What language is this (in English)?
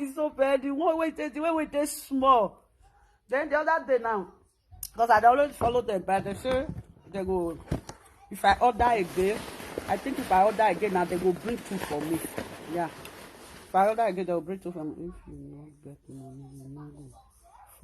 Nigerian Pidgin